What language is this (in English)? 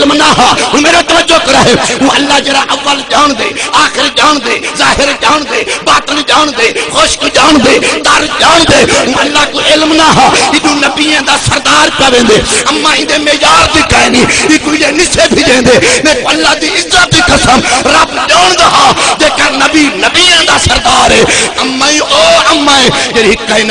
Saraiki